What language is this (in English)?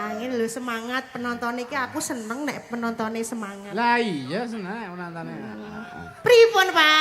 Javanese